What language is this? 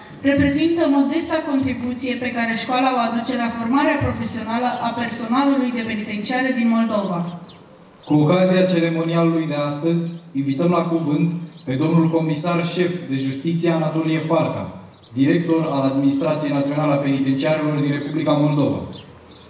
Romanian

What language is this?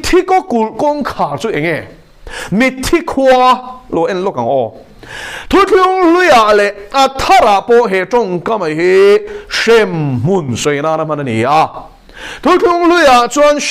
Mizo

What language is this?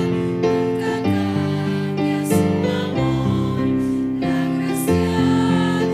South Bolivian Quechua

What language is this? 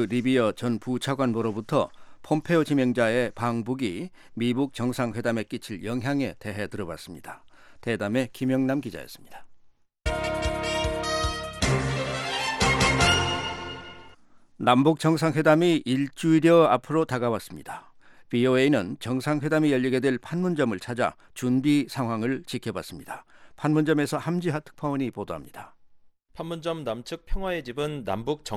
Korean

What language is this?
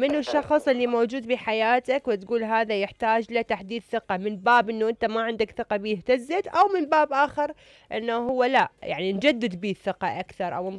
Mesopotamian Arabic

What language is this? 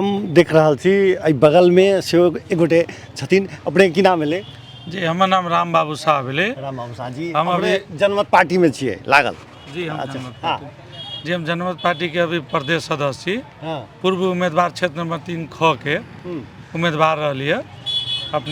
Maithili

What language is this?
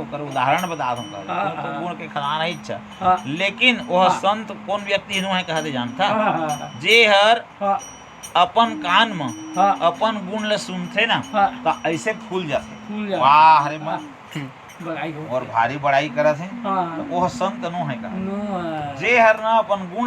Chhattisgarhi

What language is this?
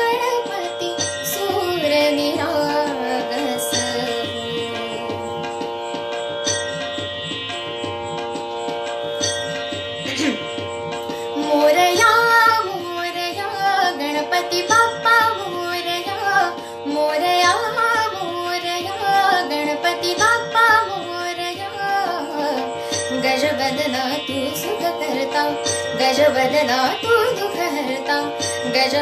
Marathi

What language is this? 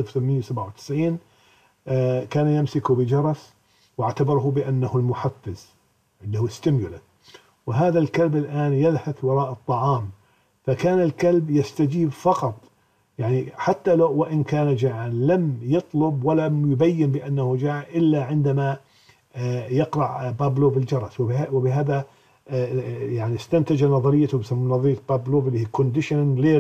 Arabic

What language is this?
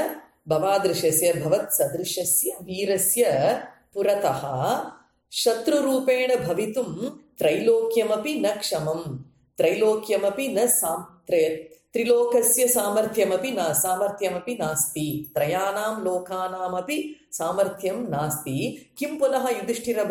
Sanskrit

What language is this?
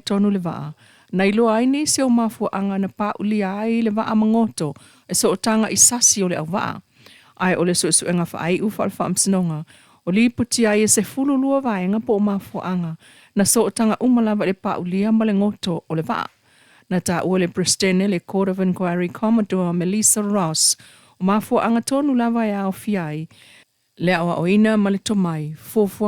Samoan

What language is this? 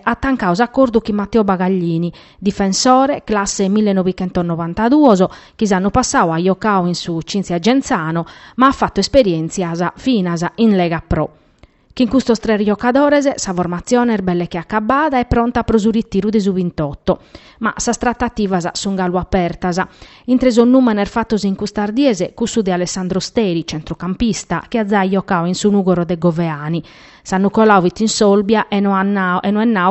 Sardinian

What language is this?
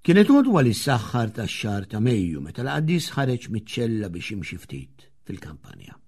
Maltese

